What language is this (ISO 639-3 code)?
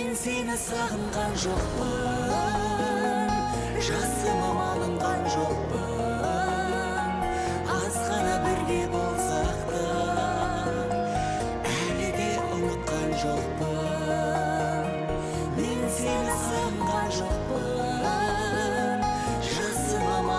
kaz